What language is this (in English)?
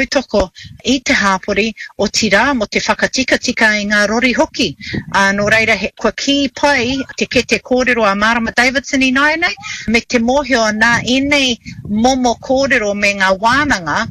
Māori